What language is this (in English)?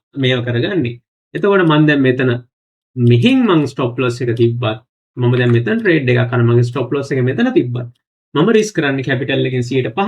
Sinhala